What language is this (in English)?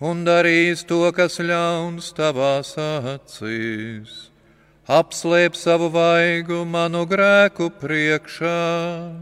Latvian